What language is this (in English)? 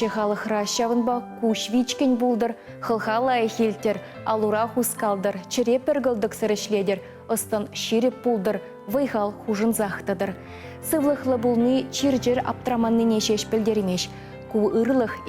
Chuvash